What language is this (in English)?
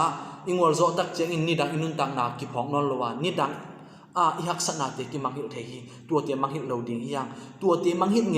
Tedim Chin